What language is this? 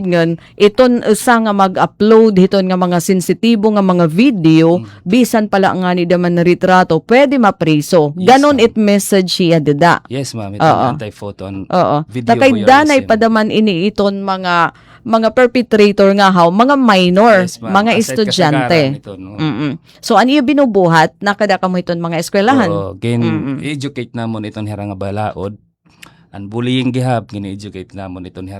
Waray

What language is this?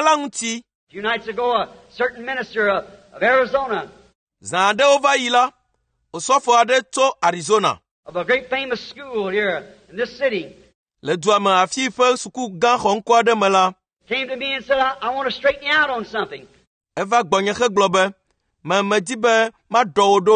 Ewe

